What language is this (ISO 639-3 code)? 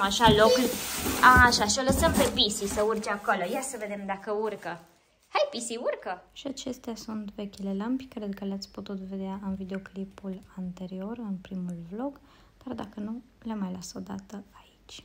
ron